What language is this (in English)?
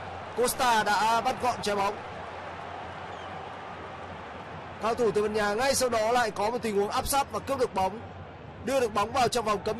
Vietnamese